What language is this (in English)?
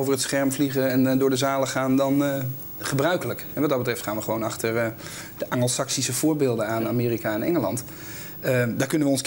Dutch